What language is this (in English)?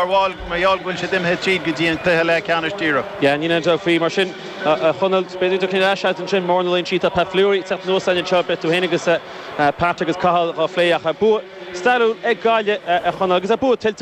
Irish